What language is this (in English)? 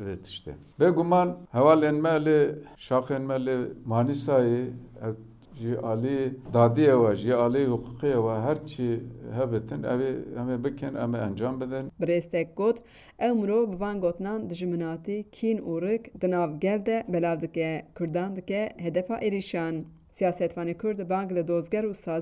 Kurdish